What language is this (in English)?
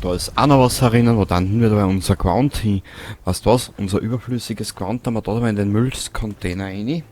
Bavarian